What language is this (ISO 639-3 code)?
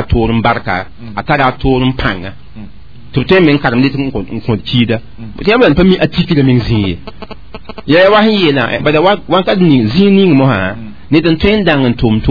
mos